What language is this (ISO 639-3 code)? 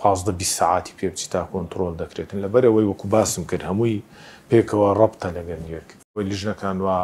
ckb